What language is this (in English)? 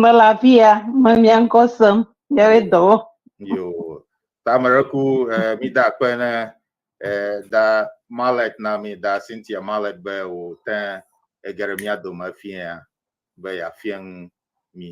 Ewe